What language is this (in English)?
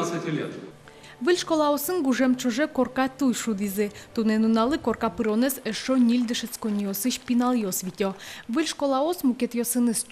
Udmurt